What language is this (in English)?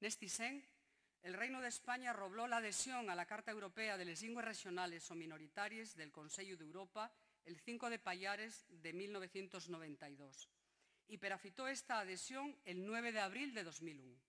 Asturian